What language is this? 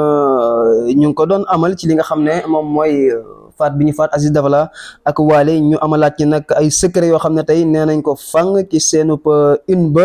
Wolof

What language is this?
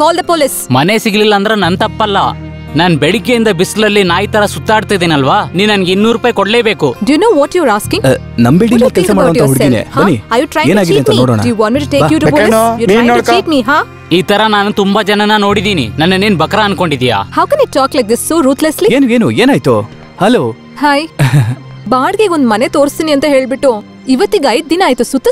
Kannada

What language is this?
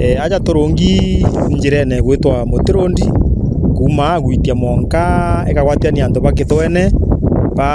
Meru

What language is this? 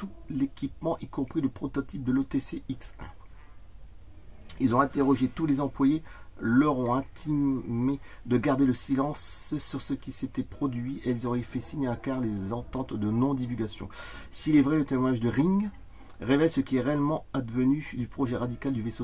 French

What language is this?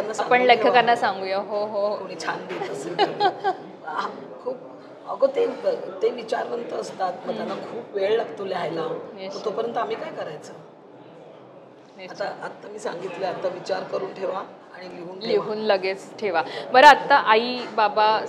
Marathi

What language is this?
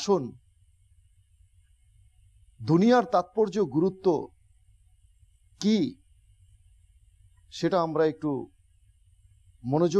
Bangla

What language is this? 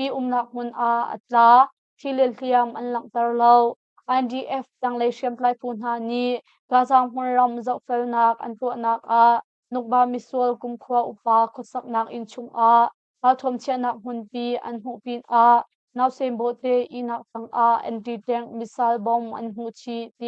Hakha Chin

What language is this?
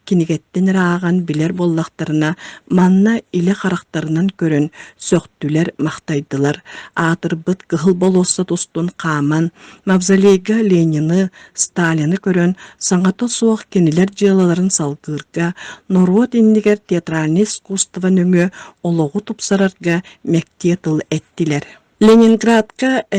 Yakut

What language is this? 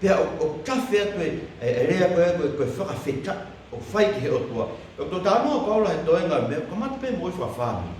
Tongan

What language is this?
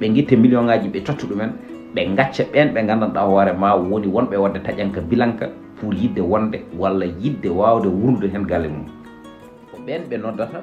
Fula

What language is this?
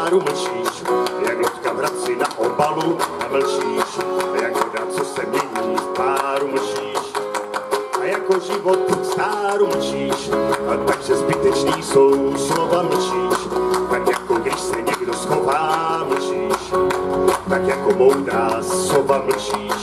Czech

